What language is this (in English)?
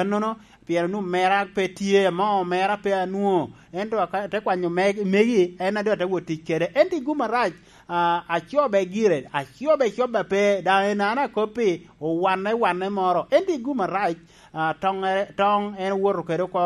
Lango (Uganda)